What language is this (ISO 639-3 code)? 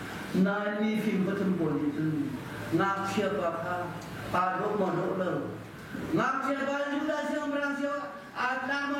cnh